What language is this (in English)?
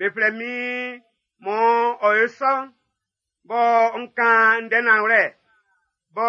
Baoulé